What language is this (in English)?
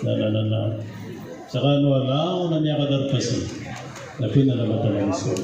Maranao